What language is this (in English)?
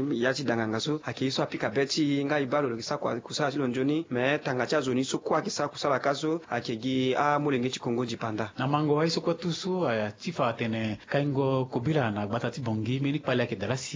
Sango